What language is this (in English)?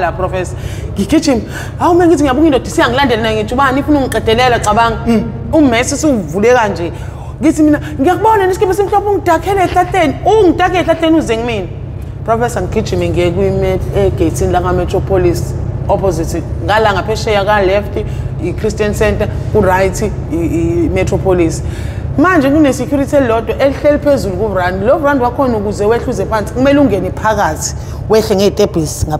Zulu